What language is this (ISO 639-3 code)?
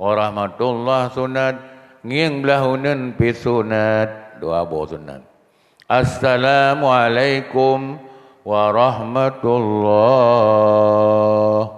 ace